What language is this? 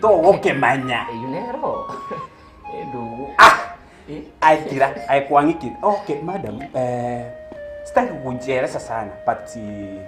Gusii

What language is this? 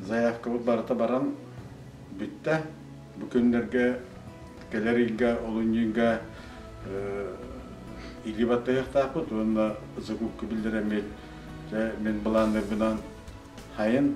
Yakut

